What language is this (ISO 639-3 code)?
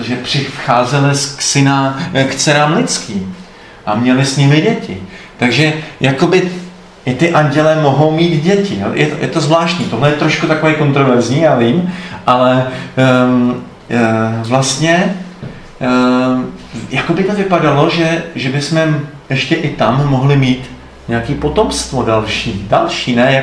ces